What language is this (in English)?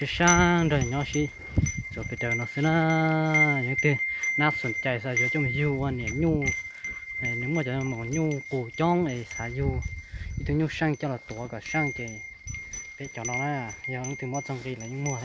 Hmong